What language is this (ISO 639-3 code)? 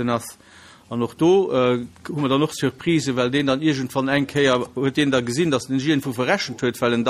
ltz